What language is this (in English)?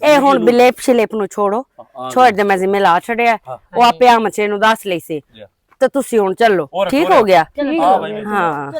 Western Panjabi